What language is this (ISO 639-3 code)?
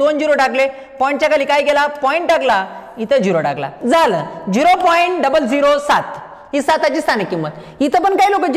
mar